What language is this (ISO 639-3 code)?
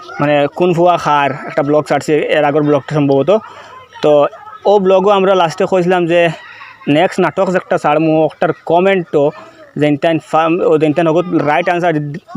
syl